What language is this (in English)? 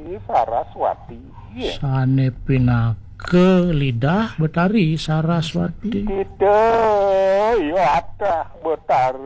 Balinese